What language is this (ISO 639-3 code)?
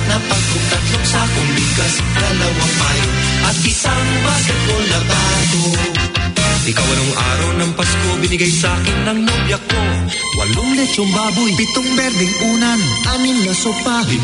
fil